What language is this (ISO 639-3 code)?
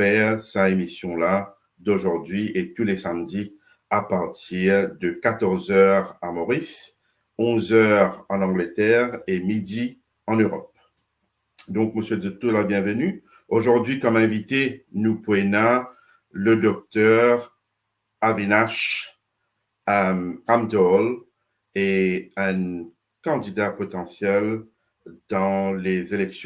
mfe